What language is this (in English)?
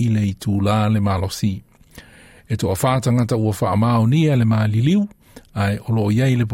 Samoan